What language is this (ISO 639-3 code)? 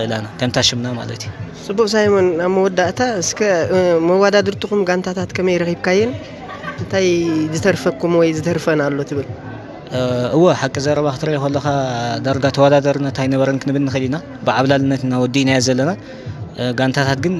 tir